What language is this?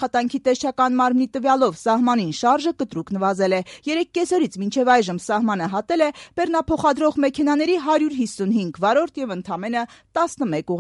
Armenian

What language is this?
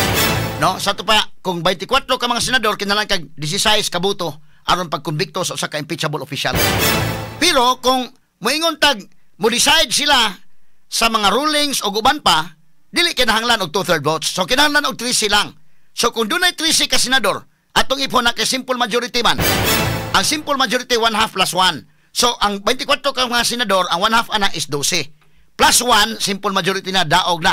Cebuano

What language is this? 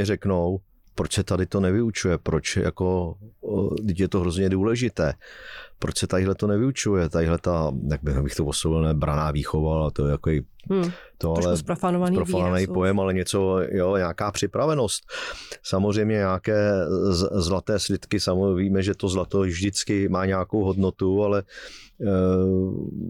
Czech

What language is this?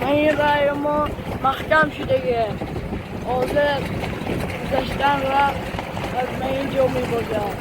Tajik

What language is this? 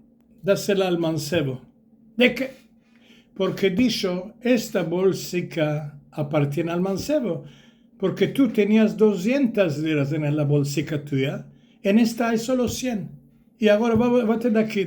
Ladino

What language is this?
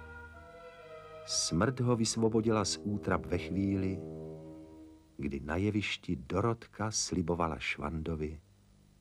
Czech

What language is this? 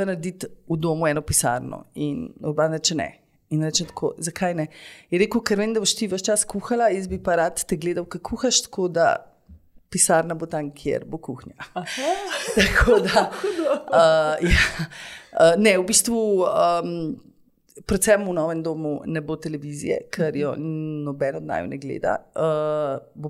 Slovenian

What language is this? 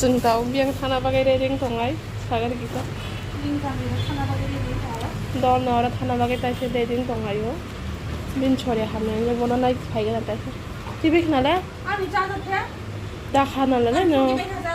Kok Borok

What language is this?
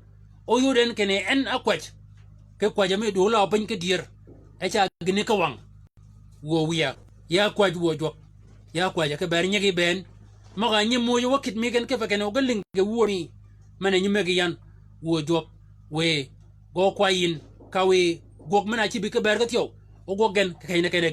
Shilluk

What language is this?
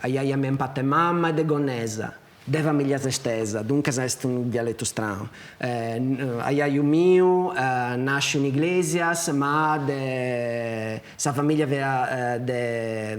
Sardinian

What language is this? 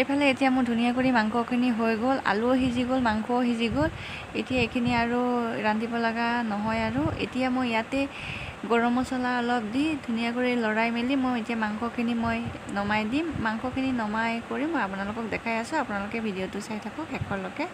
Assamese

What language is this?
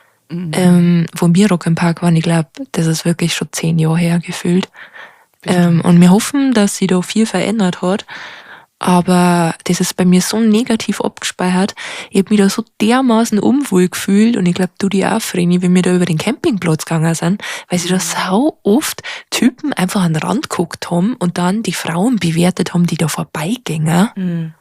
Bavarian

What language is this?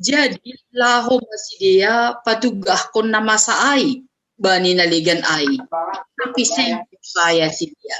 Batak Simalungun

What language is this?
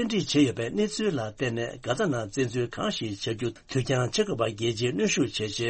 Tibetan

